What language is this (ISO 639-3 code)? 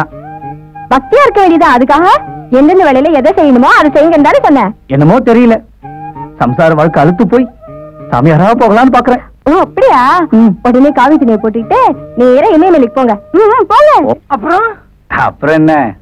tam